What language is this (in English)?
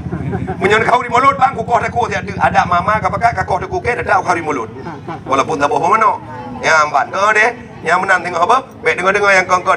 Achinese